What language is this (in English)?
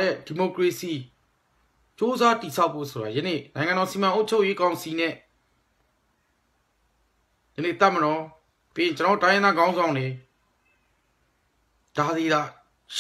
Burmese